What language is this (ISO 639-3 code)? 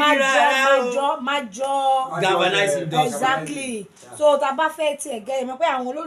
yor